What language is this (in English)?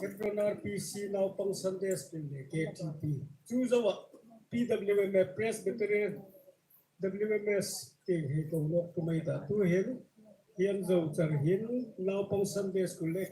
Hmar